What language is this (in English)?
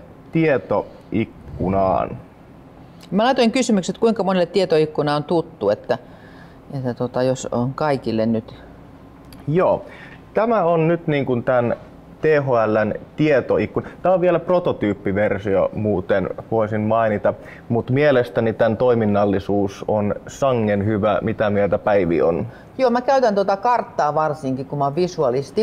Finnish